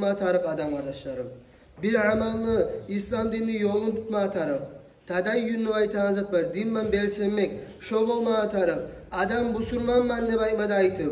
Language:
Kumyk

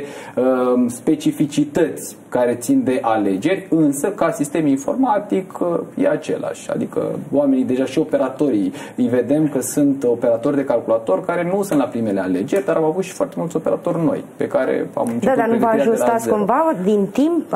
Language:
Romanian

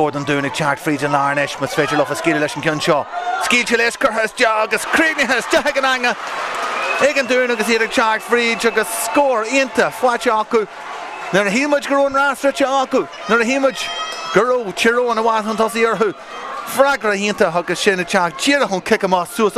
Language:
Irish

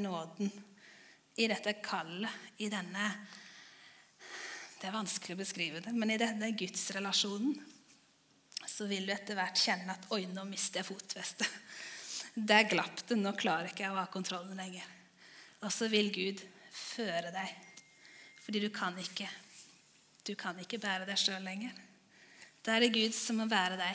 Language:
Norwegian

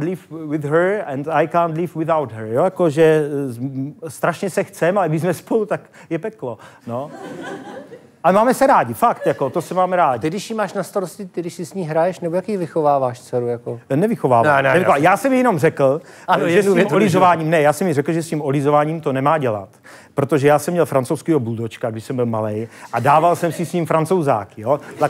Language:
Czech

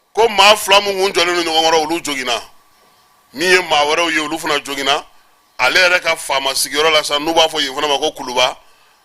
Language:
Bambara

